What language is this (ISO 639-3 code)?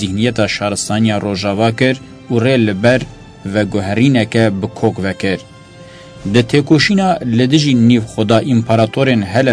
kur